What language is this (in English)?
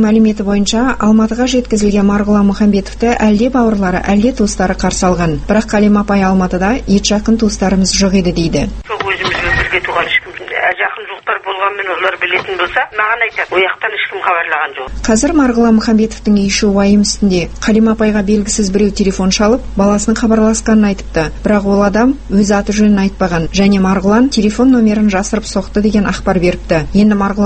Kazakh